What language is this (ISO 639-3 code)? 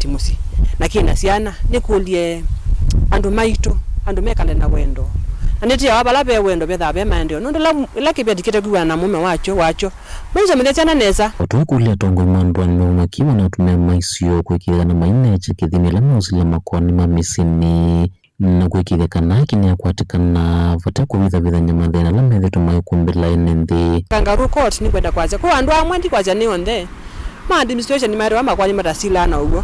kam